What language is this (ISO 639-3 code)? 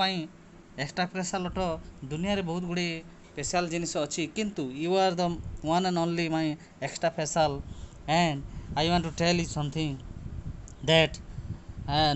ori